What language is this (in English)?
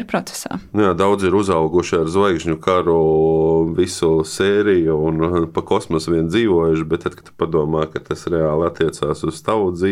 Latvian